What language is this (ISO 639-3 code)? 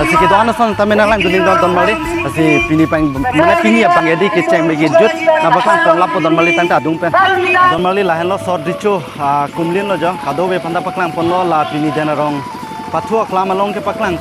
mjw